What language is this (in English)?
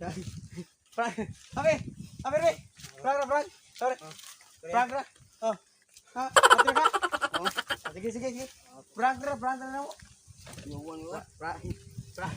Cebuano